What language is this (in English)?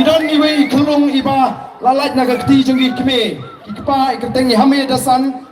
Khasi